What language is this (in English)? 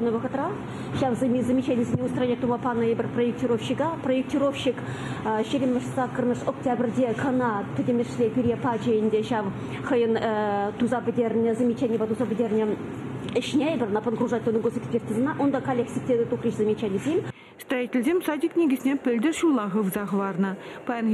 Chuvash